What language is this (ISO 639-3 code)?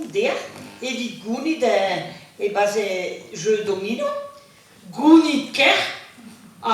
bre